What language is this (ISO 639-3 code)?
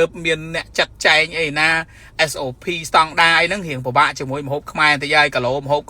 khm